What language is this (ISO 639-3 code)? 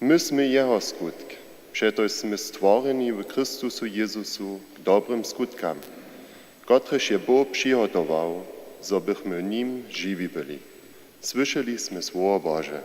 hsb